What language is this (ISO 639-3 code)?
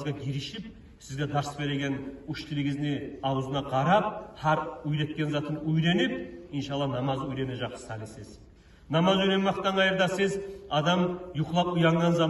kum